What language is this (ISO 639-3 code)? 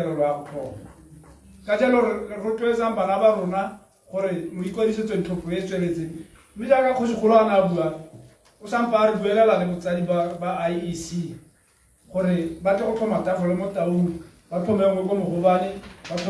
tsn